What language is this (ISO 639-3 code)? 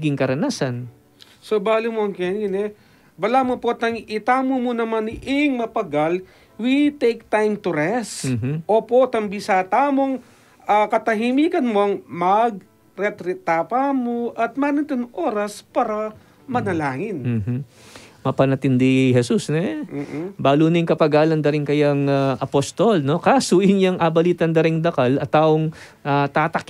pam